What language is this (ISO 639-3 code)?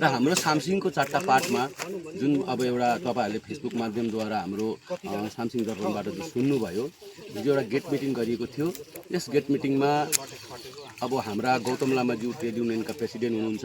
nep